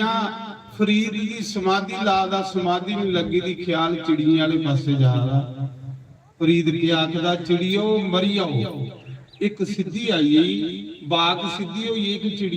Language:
Dogri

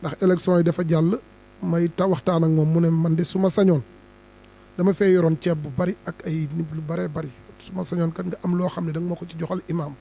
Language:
Wolof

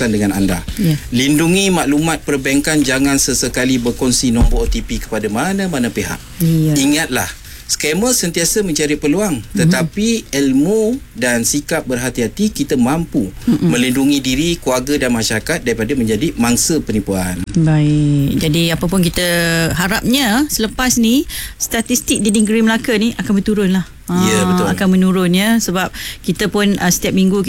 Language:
Malay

